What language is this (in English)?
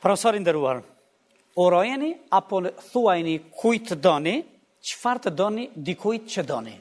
Albanian